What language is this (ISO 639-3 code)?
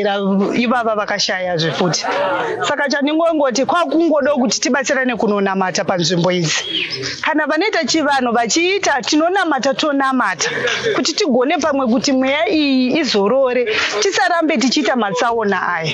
sna